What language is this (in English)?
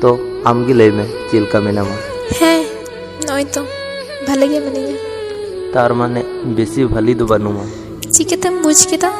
Santali